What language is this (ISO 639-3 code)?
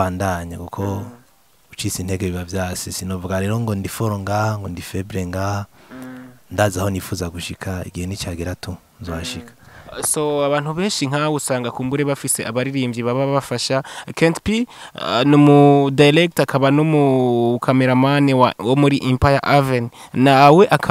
run